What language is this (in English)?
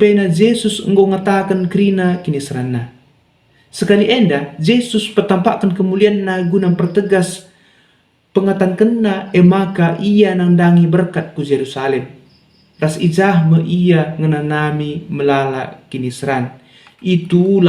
Batak Karo